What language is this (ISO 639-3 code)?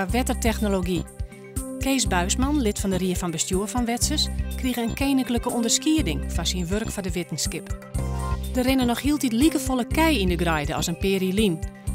fry